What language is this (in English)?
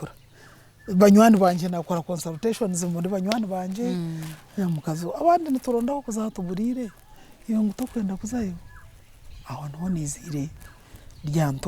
Nyankole